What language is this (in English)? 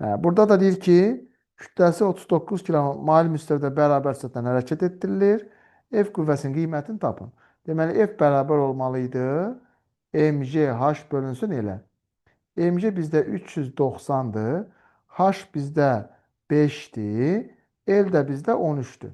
Azerbaijani